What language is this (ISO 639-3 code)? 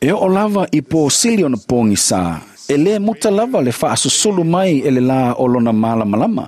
smo